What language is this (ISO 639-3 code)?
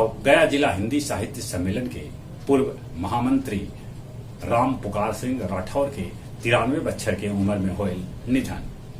mag